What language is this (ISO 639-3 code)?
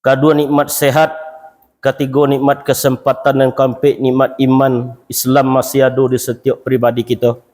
min